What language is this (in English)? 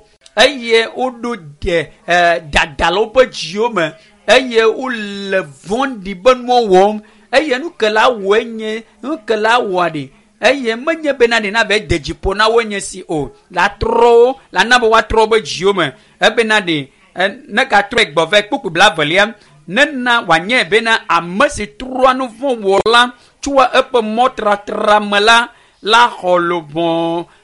Ewe